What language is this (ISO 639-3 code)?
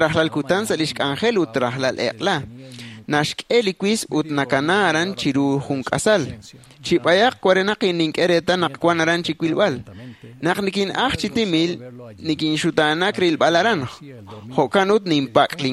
kek